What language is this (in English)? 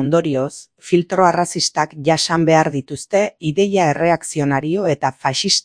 Basque